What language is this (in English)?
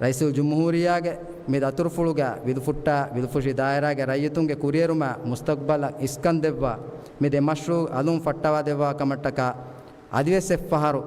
Divehi